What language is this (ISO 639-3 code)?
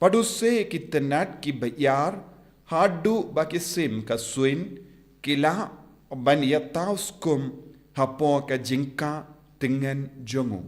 kha